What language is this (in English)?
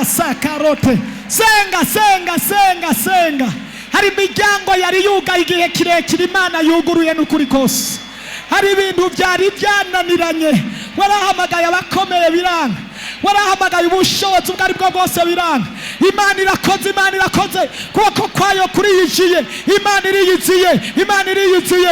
Rundi